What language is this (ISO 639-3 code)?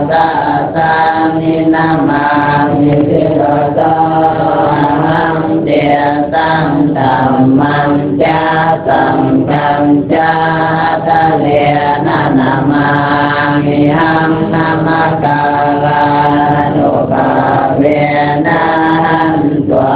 pli